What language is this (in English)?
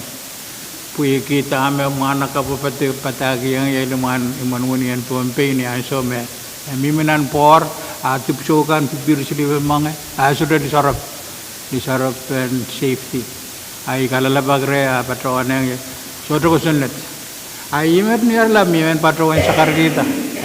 Pohnpeian